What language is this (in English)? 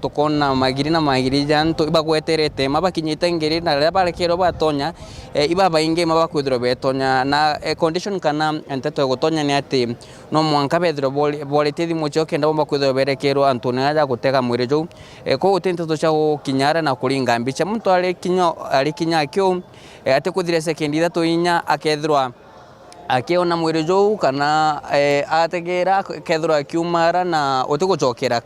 Meru